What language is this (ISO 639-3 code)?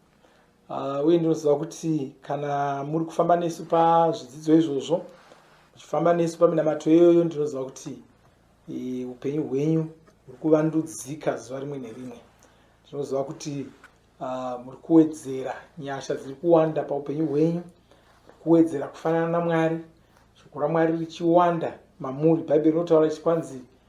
sna